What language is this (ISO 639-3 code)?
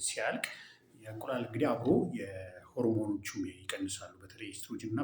amh